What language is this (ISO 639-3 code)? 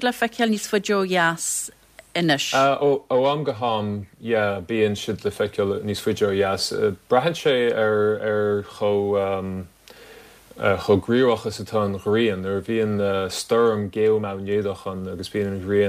gle